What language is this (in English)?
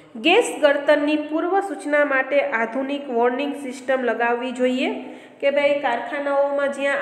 Gujarati